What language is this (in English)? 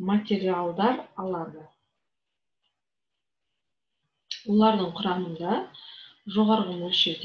Kazakh